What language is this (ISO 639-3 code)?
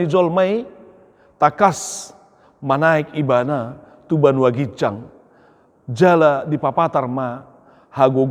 bbc